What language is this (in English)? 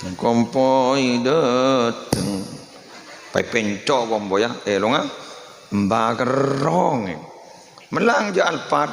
Madurese